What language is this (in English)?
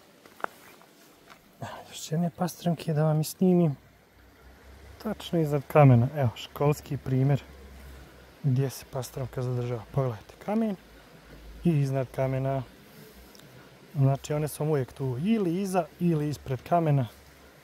Croatian